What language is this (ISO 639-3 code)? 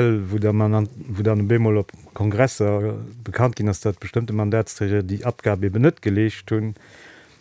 ltz